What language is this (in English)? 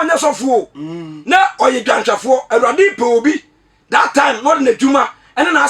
Akan